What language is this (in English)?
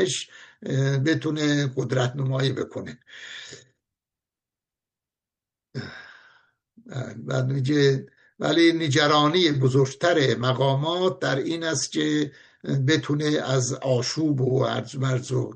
Persian